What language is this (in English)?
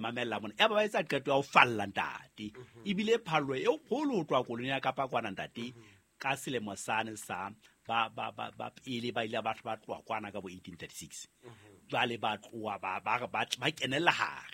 Southern Sotho